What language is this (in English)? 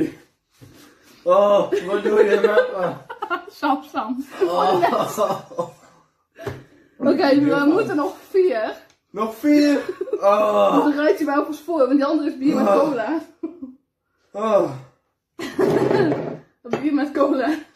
Dutch